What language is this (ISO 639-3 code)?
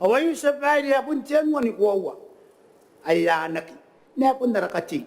gil